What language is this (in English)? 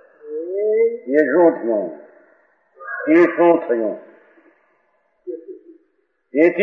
Gujarati